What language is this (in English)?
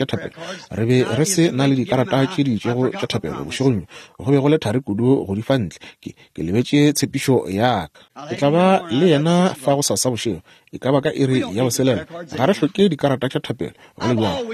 Northern Sotho